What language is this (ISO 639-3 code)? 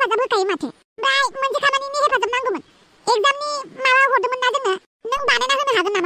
brx